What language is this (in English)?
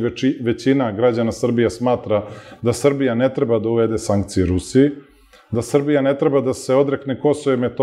Serbian